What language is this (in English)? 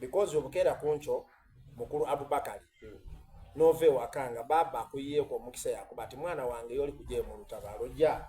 Soga